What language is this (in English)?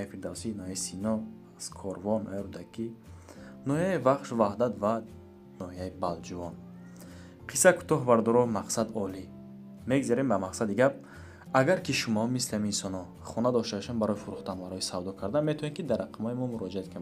Tajik